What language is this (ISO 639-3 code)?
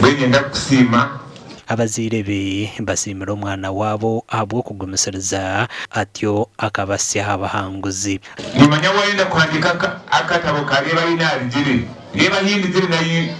nyn